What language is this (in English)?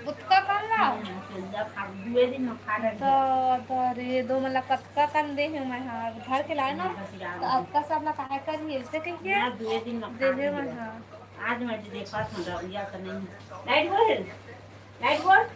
Chhattisgarhi